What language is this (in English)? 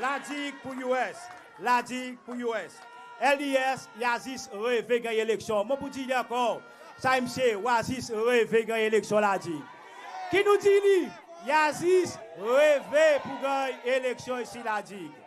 Seselwa Creole French